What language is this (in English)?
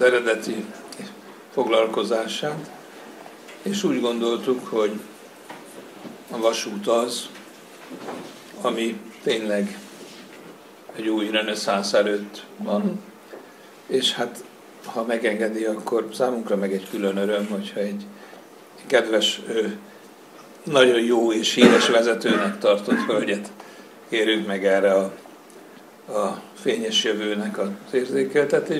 Hungarian